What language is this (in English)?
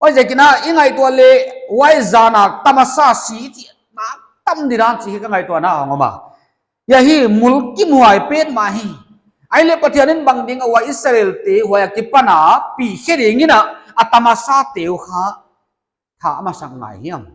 Paite Chin